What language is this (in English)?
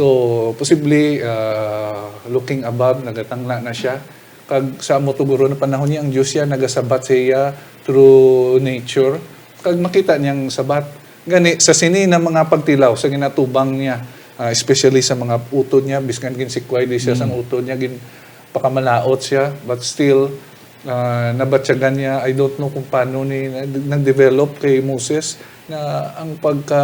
Hiligaynon